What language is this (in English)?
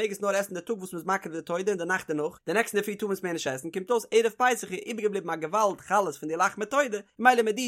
Yiddish